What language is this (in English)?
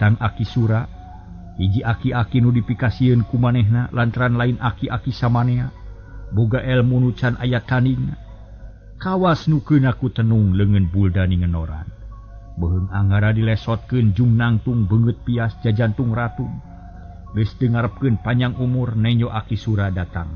Sundanese